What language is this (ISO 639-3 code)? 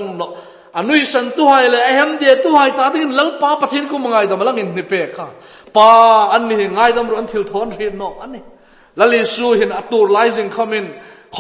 hmr